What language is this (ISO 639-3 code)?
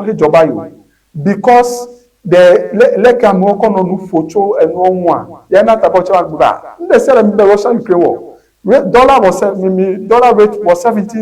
ewe